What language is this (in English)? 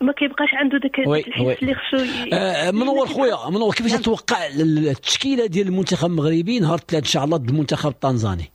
Moroccan Arabic